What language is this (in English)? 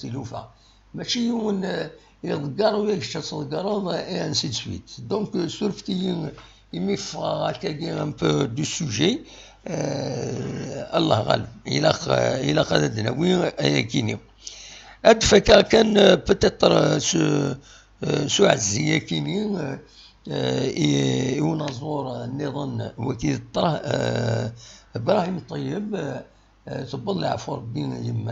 Kabyle